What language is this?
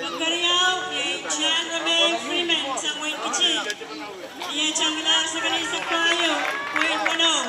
Pohnpeian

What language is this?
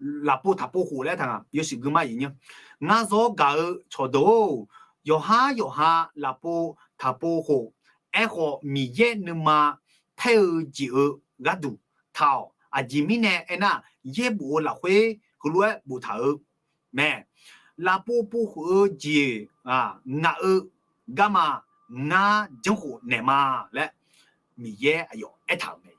Akha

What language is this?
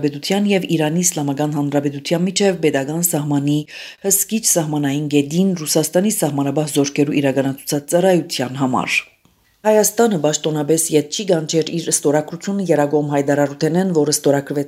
Armenian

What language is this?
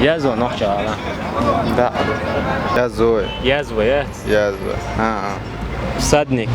Chechen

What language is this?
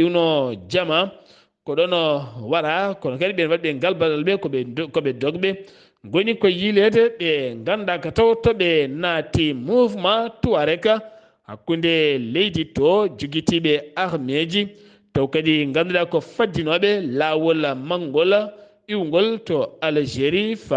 Fula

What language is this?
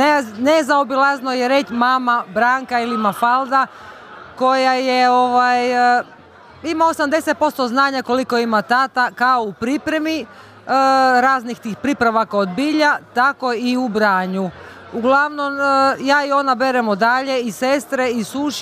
Croatian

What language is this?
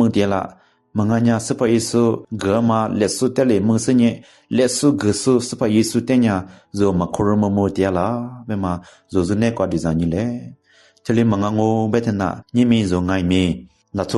Lisu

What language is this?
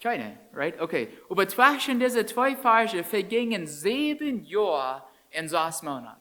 Plautdietsch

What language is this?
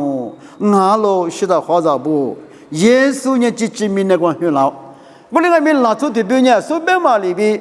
Lisu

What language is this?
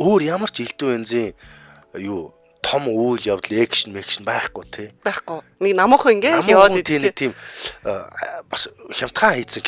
Mongolian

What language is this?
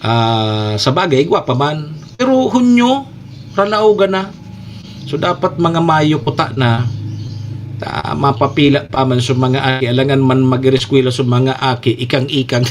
Bikol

